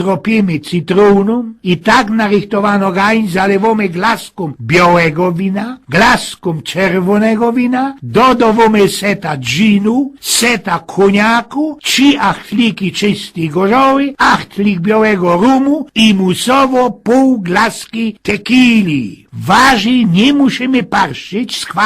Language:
Silesian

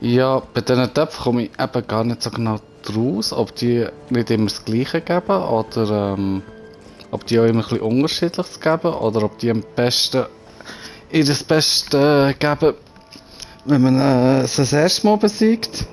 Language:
Swiss German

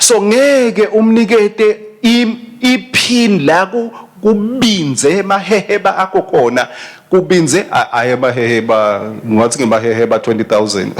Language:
Swati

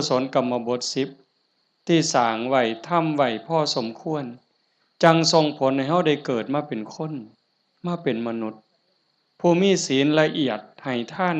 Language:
Northeastern Thai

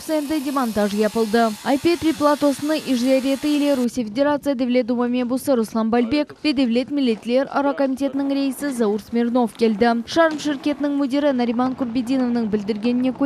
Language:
Crimean Tatar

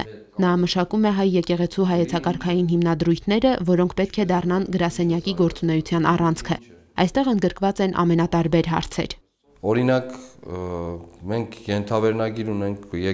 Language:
Armenian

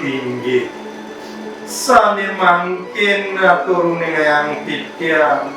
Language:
Balinese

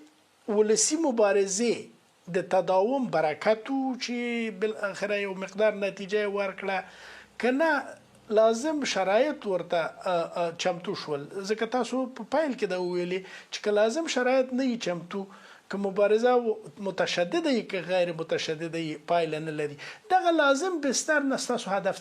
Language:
Pashto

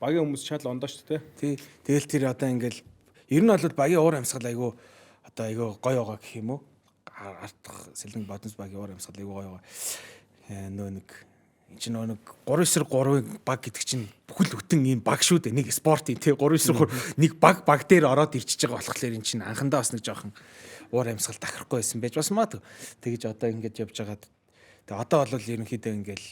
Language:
Mongolian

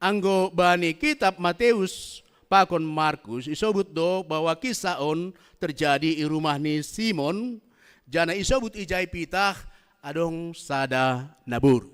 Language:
Batak Simalungun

